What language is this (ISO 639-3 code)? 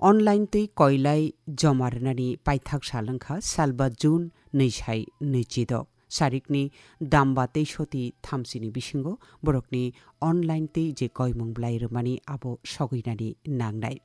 trp